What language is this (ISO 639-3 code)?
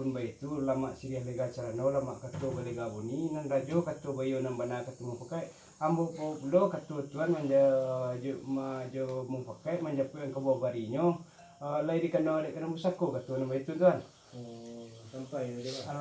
min